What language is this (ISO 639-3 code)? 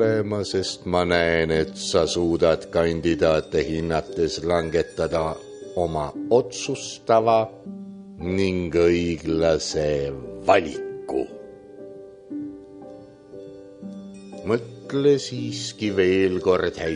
est